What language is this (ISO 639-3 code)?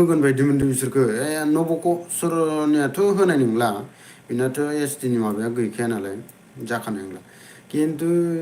brx